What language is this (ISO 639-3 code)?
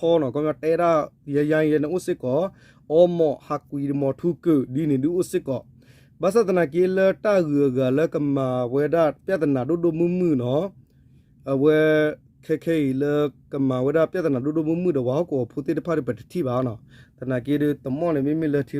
ksw